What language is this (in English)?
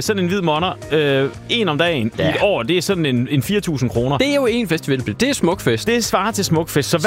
Danish